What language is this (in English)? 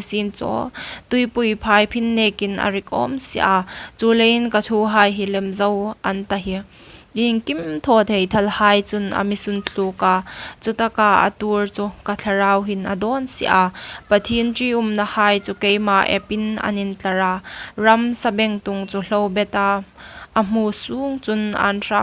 Hmar